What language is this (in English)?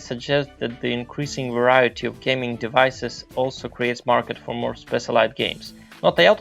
Rusyn